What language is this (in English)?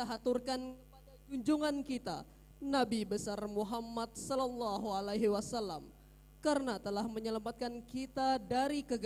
Banjar